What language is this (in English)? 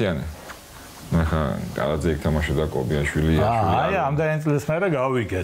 Georgian